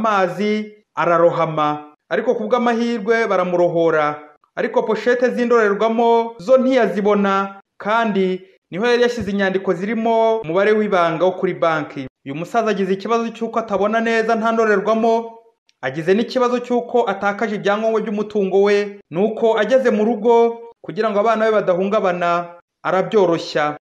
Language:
Kinyarwanda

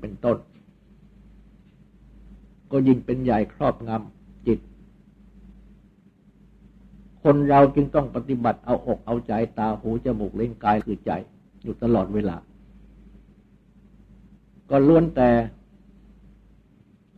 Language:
Thai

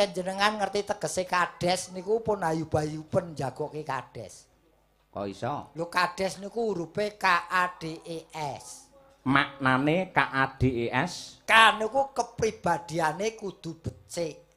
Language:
Javanese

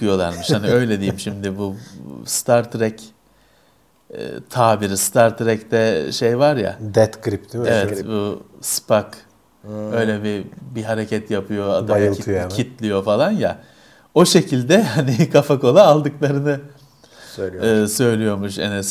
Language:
Turkish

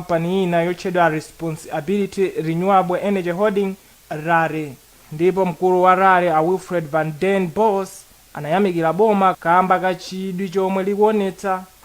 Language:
Nyanja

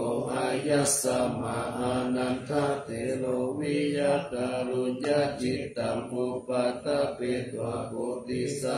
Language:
Pali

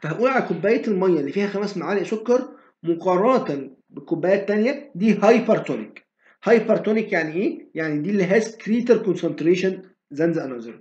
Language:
Egyptian Arabic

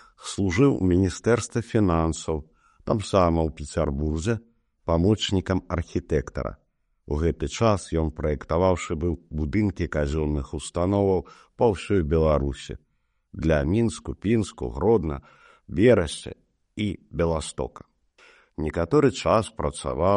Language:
Belarusian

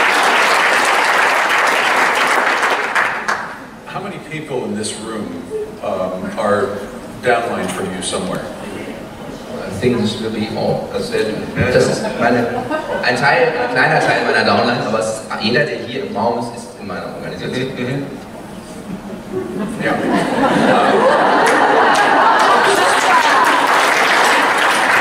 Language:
German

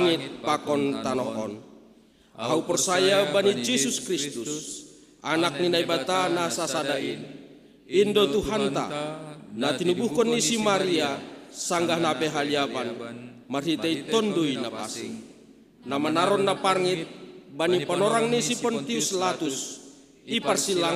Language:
Batak Simalungun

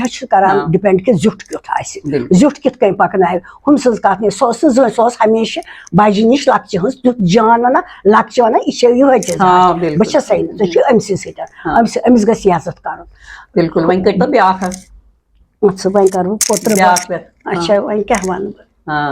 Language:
Kashmiri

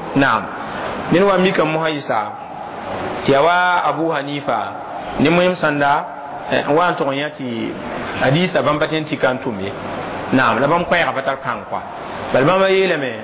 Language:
Mossi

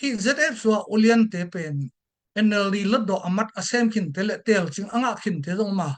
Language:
Tedim Chin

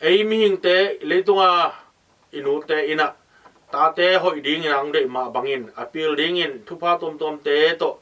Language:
Tedim Chin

